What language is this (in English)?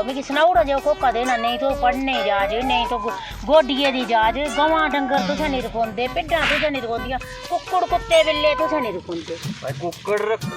Dogri